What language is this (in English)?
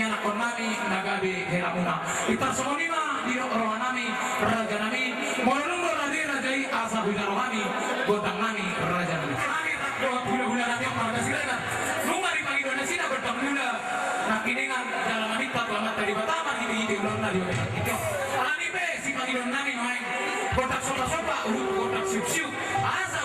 Batak Toba